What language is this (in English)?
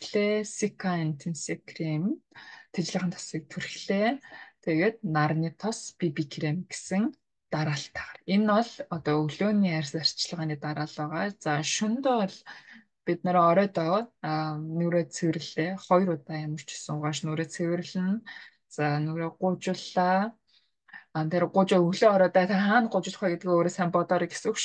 Mongolian